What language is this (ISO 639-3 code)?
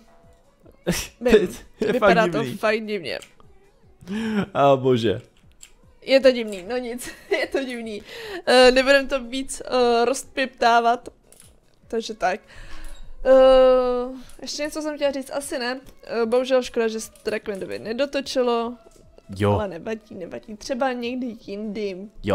ces